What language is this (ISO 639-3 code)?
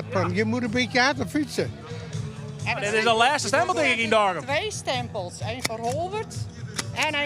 fry